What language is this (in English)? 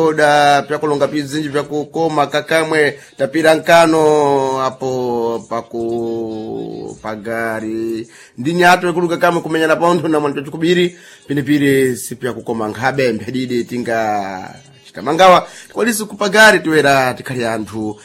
Sena